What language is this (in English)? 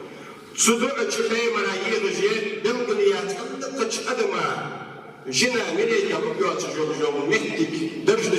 Ingush